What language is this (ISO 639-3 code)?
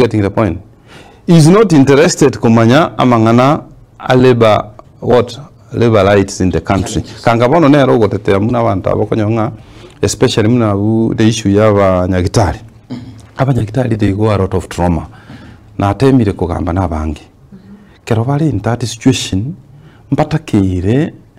guz